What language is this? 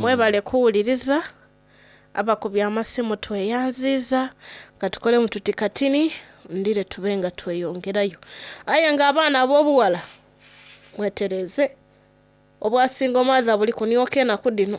Soga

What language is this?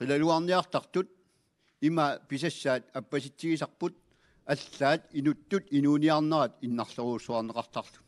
Kalaallisut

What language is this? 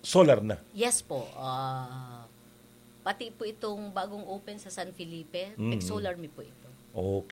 Bikol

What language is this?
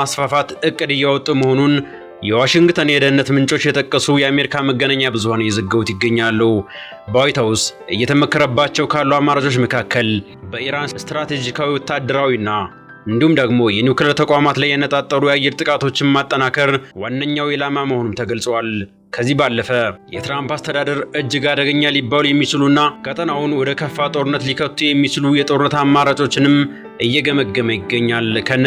Amharic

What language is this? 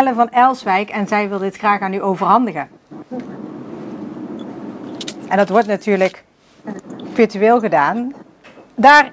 Dutch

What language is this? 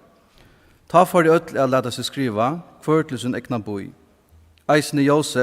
Faroese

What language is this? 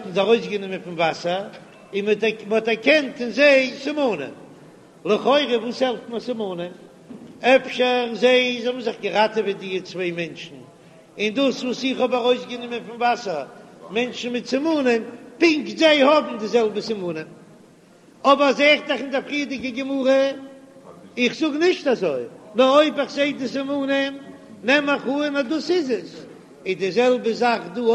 Yiddish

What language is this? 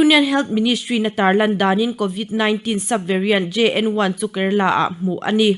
Mizo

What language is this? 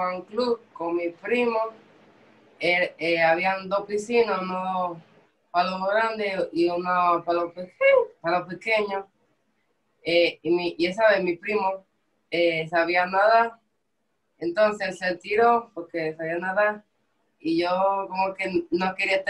Spanish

